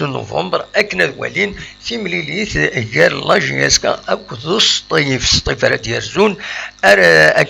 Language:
Kabyle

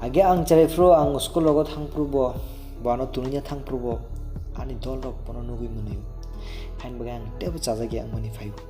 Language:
Kok Borok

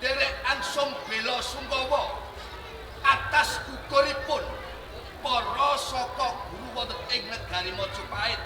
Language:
Javanese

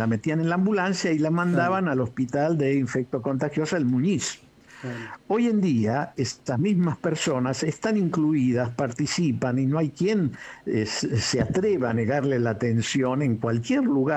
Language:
Spanish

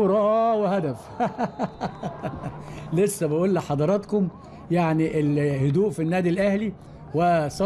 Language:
Egyptian Arabic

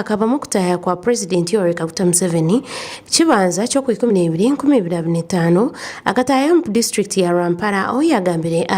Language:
Nyankole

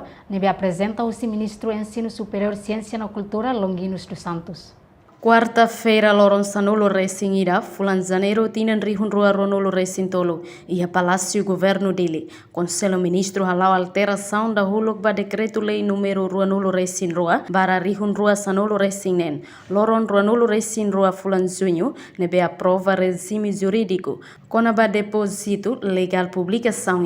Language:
Tetum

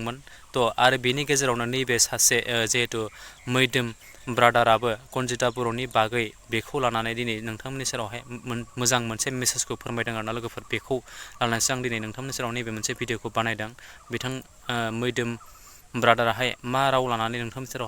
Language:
Bodo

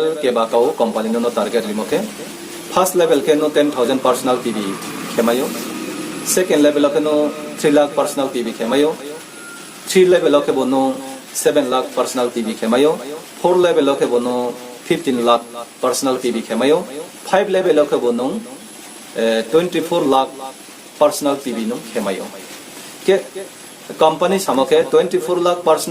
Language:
Riang (India)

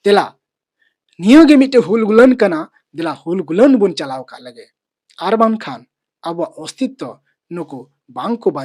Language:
Santali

